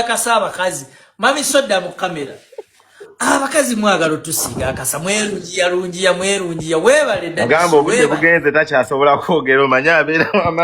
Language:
Ganda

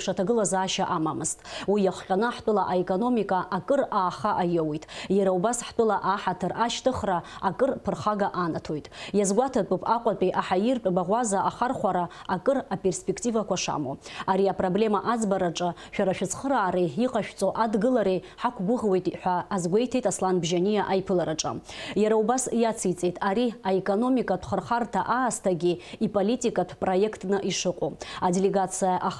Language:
Abkhazian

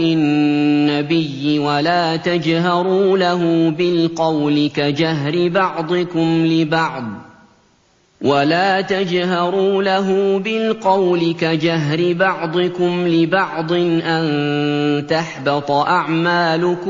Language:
Arabic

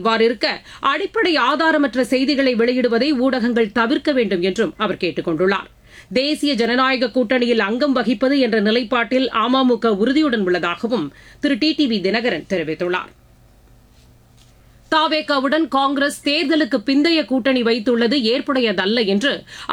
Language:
Tamil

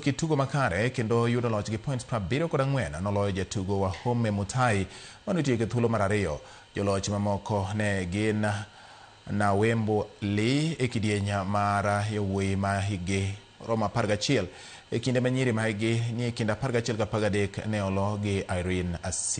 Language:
Luo (Kenya and Tanzania)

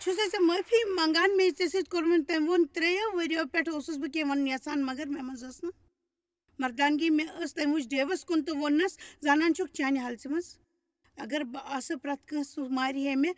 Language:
Kashmiri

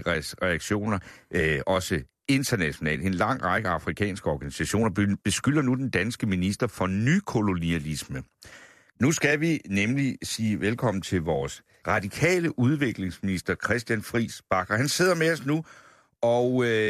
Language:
Danish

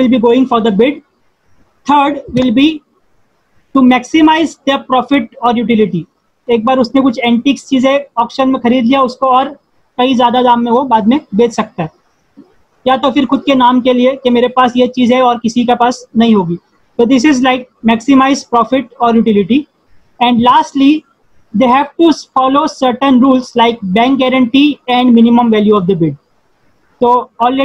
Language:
Hindi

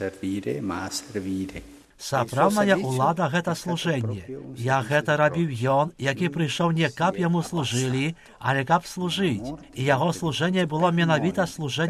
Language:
Belarusian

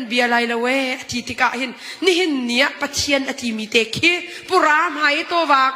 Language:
Hakha Chin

